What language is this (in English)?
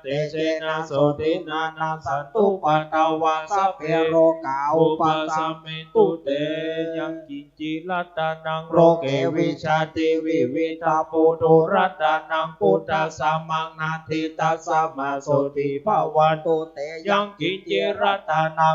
Pali